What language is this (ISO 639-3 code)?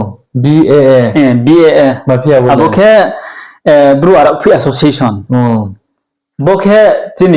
ria